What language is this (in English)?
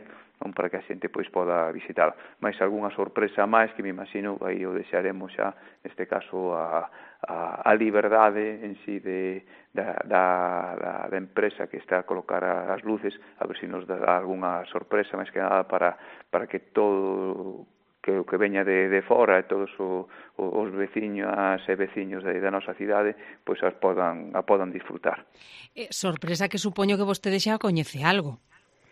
Galician